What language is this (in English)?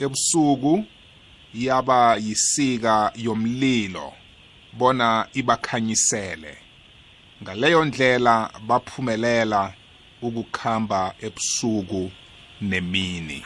South Ndebele